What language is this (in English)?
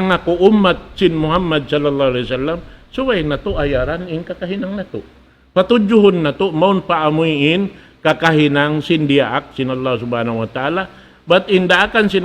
Tausug